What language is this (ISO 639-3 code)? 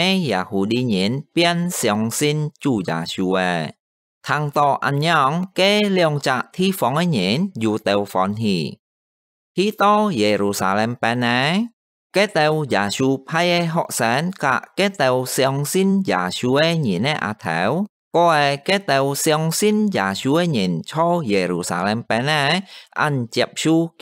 hak